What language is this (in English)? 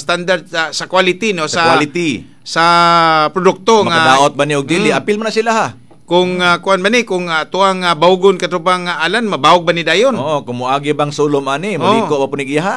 Cebuano